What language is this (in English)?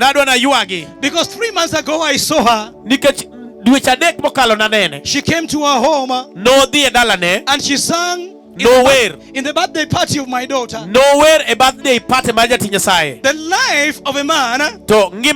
Luo (Kenya and Tanzania)